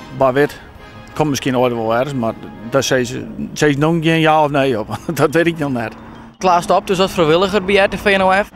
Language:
Western Frisian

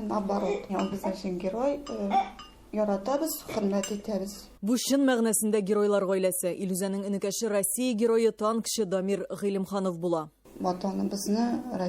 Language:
Tatar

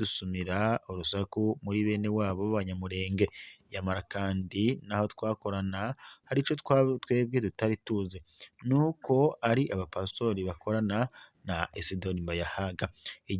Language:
Rundi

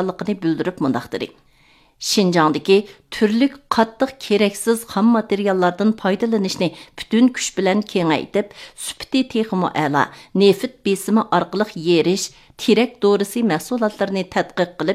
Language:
Uyghur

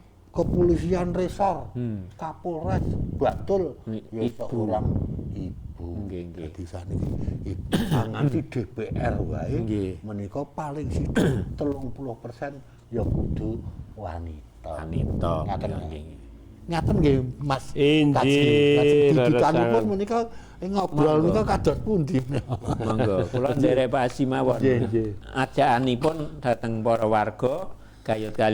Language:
Javanese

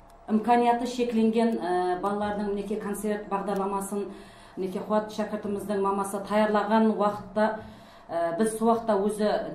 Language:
Kara-Kalpak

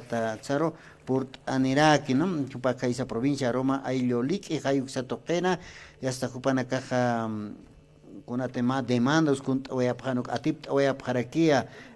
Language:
Aymara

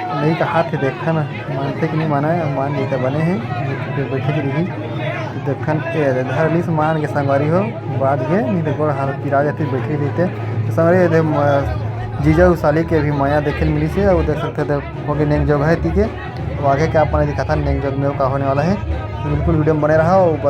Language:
Chhattisgarhi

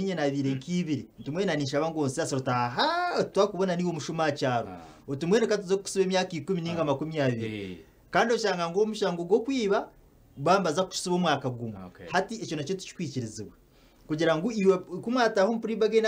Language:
Nyankole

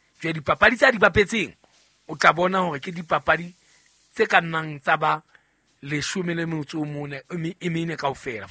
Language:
Southern Sotho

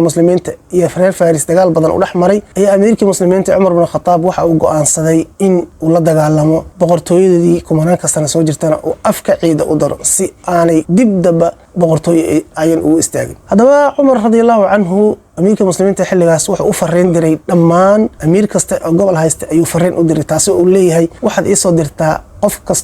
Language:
Somali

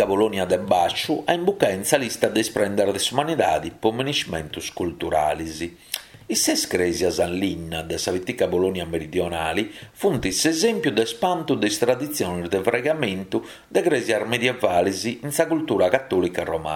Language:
Sardinian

